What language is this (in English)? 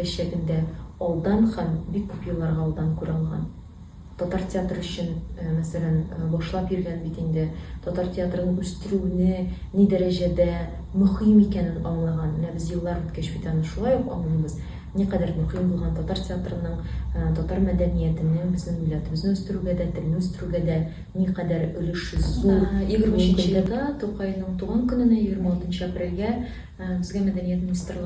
Tatar